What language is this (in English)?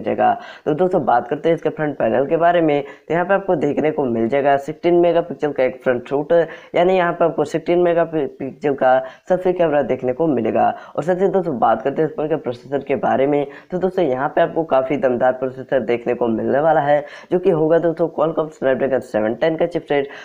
Hindi